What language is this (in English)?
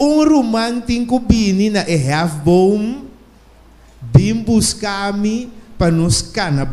Papiamento